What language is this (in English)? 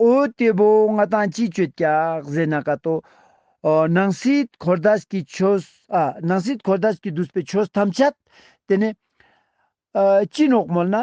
Ladakhi